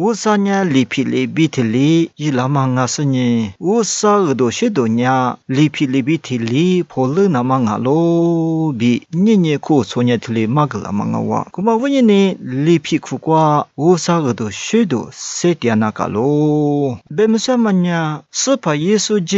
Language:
Lisu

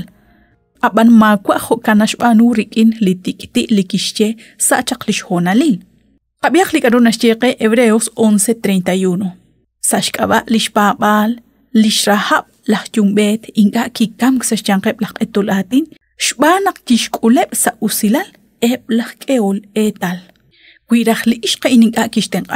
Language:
Kekchí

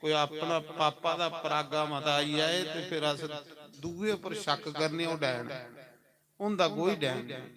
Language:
Dogri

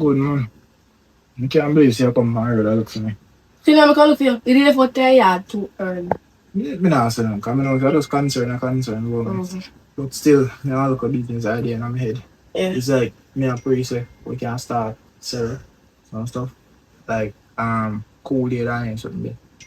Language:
Jamaican Creole English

